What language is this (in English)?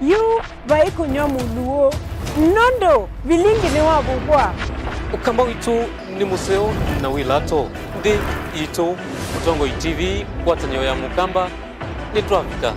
Kamba